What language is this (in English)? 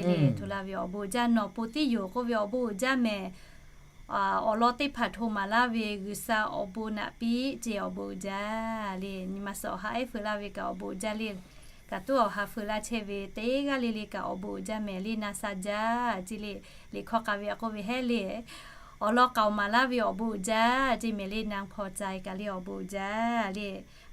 Lahu